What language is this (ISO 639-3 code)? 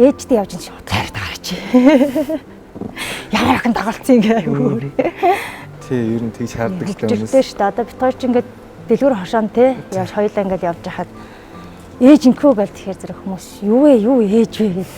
mon